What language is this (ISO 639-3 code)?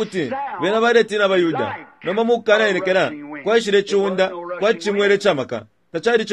bem